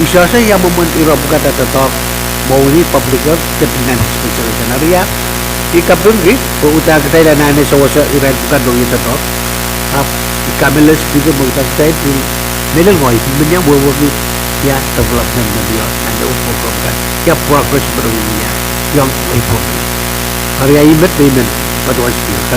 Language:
Pohnpeian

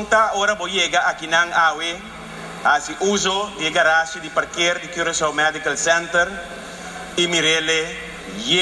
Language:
Papiamento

